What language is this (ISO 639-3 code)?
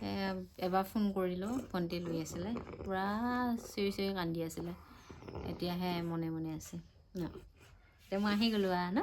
asm